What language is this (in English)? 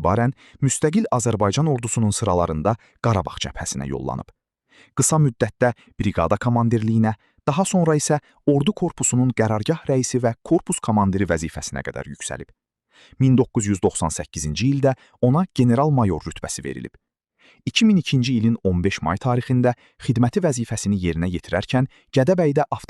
Azerbaijani